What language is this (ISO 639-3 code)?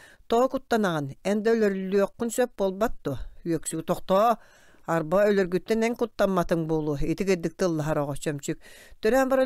sah